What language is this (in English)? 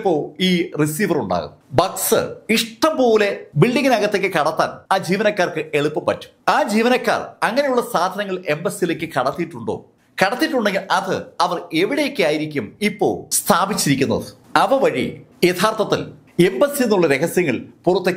Malayalam